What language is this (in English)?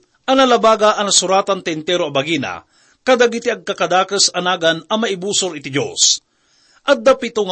Iloko